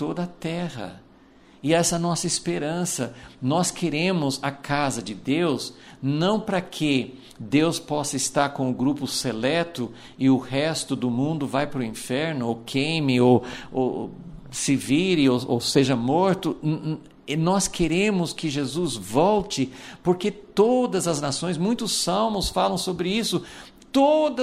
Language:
Portuguese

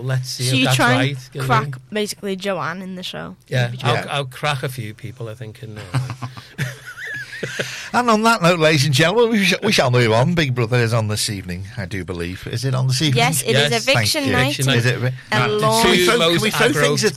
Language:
English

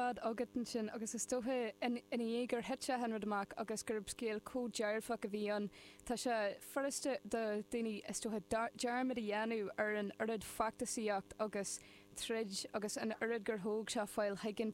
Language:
Irish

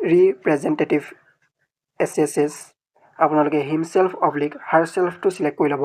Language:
Assamese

